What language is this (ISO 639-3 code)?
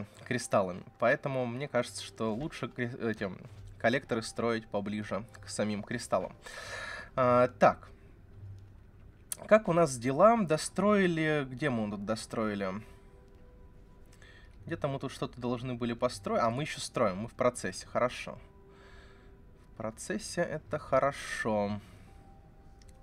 rus